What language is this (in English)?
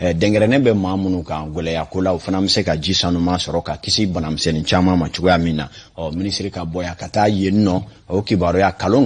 Bambara